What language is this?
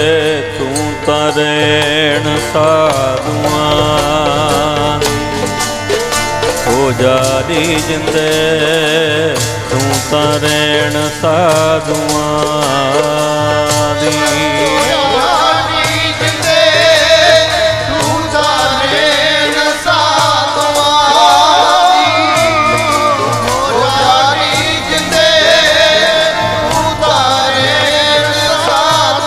Punjabi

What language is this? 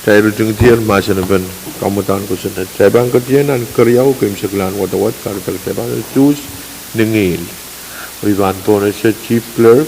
Pohnpeian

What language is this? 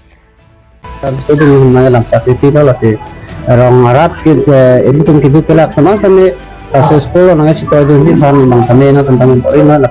Karbi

